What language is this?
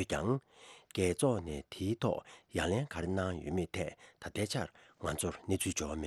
Tibetan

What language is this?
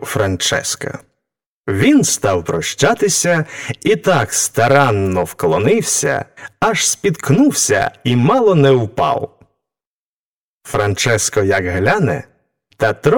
Ukrainian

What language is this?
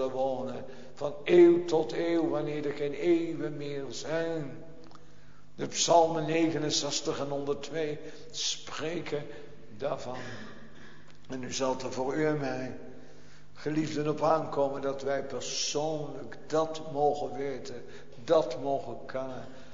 Dutch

